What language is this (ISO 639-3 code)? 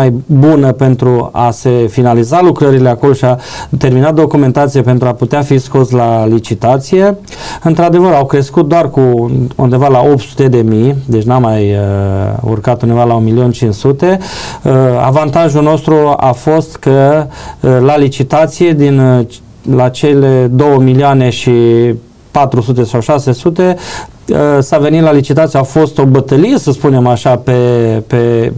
ron